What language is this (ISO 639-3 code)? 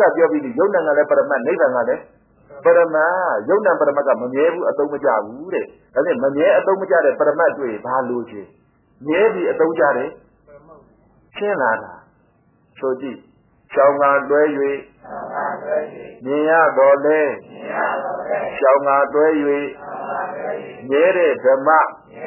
mya